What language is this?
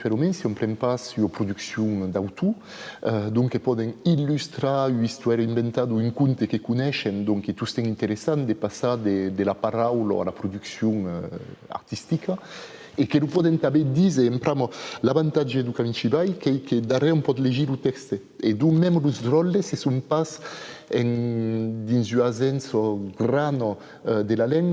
Occitan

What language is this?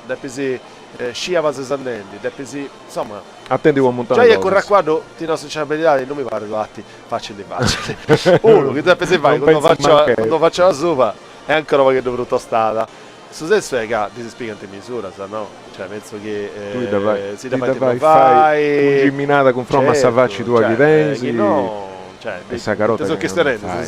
Sardinian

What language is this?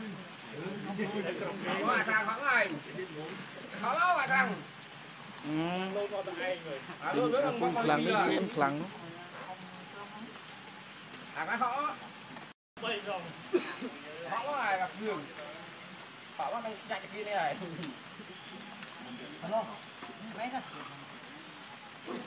Vietnamese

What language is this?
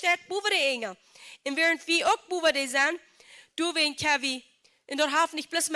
Plautdietsch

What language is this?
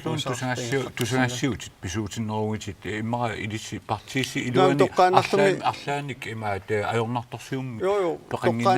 Kalaallisut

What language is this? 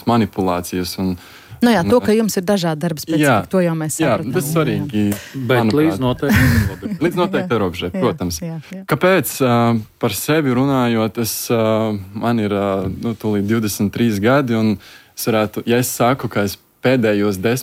Latvian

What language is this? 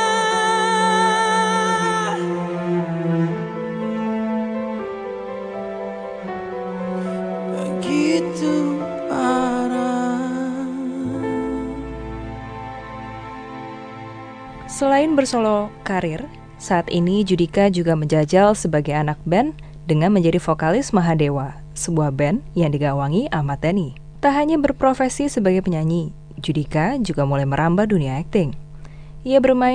Indonesian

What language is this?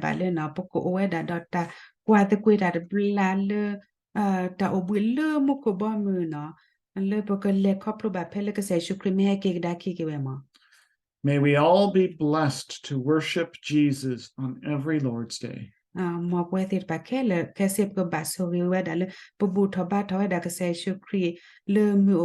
S'gaw Karen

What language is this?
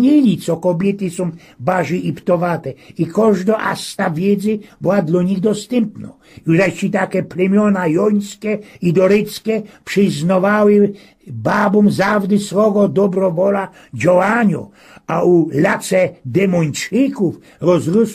Silesian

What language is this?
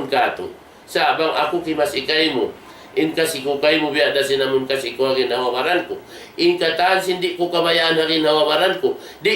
Tausug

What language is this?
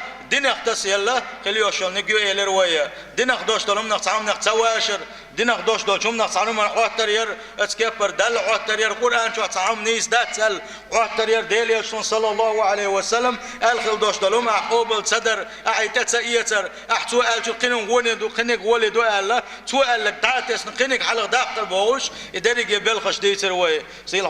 Chechen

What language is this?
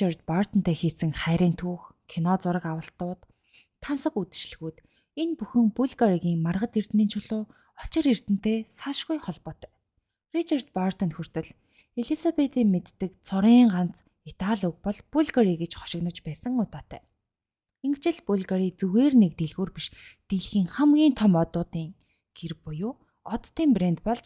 Mongolian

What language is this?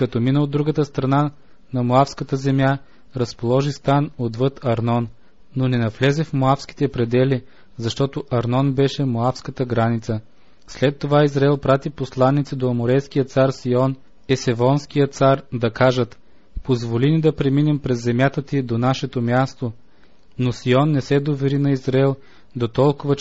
Bulgarian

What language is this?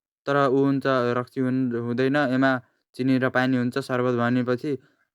Nepali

